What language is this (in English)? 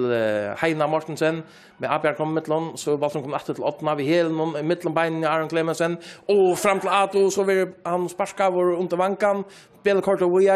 Faroese